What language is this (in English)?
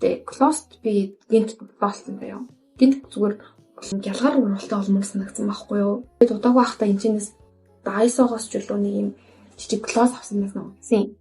Mongolian